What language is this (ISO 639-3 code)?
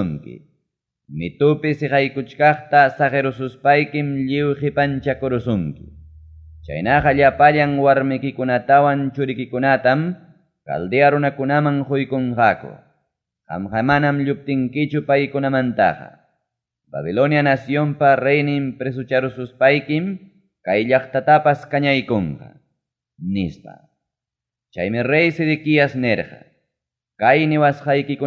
quy